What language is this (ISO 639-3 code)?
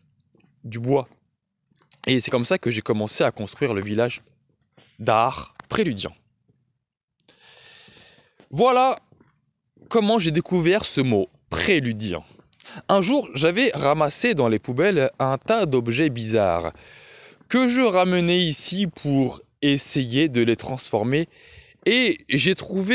fra